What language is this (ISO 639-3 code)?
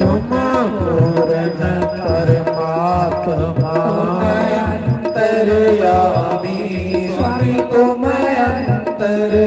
doi